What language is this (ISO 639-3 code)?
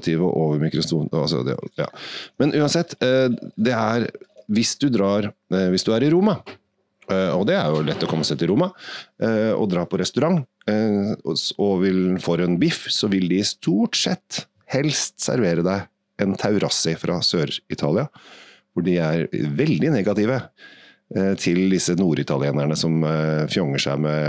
nor